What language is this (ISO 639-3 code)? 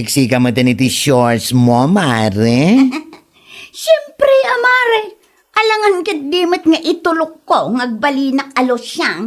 ilo